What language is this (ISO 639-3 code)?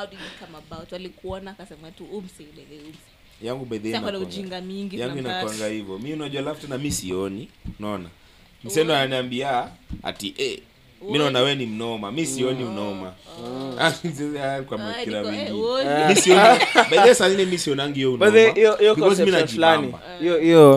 swa